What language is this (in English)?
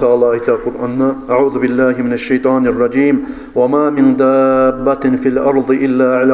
Kumyk